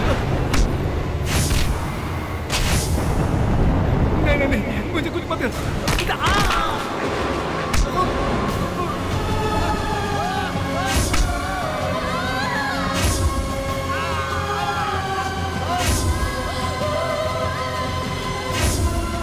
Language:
Hindi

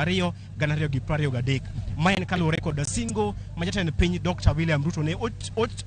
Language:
Luo (Kenya and Tanzania)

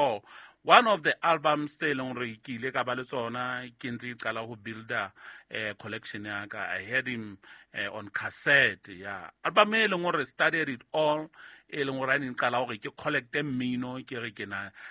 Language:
Southern Sotho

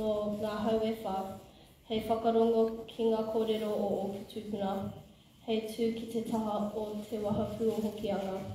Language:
Māori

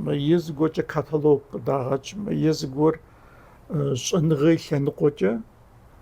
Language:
Kabardian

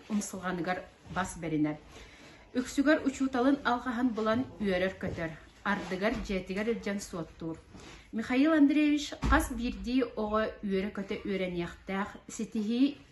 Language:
Yakut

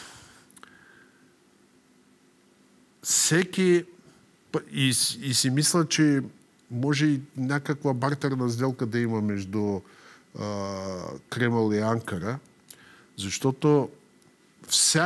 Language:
Bulgarian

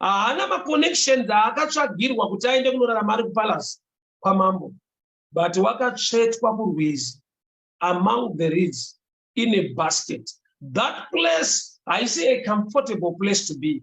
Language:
Shona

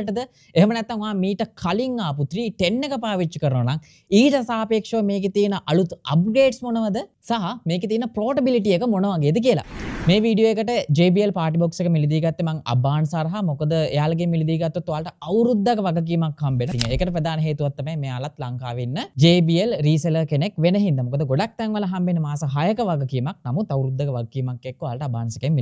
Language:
Sinhala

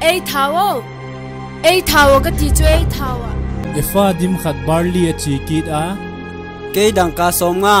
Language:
Vaiphei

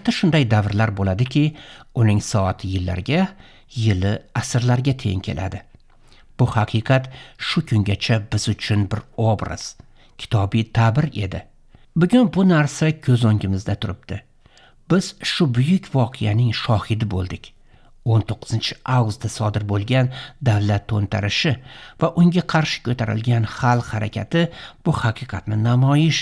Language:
Uzbek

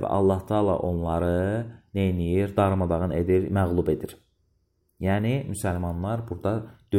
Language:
Azerbaijani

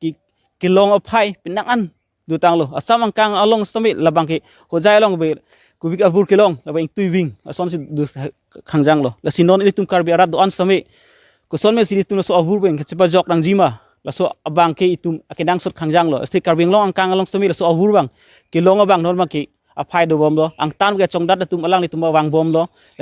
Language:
Karbi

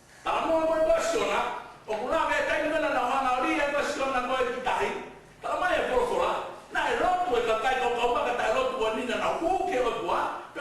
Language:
Tongan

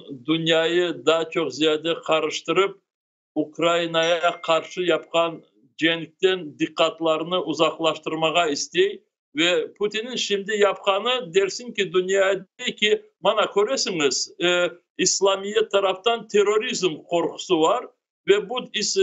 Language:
Crimean Tatar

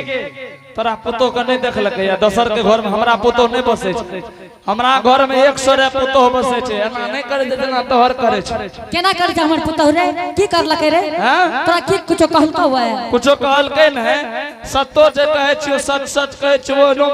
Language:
Angika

